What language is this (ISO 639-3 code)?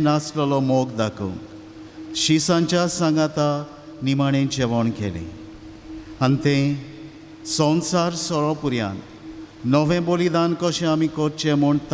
kok